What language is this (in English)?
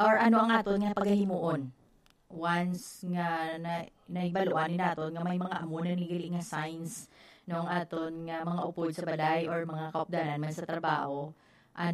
Hiligaynon